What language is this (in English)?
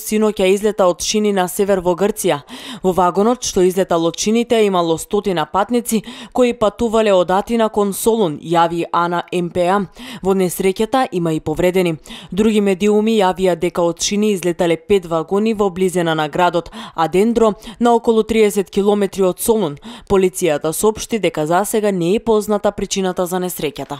Macedonian